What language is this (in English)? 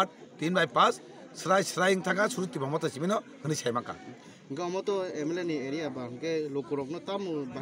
Kok Borok